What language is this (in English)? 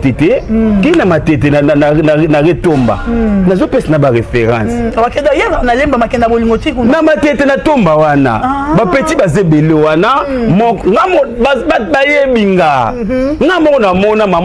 Lingala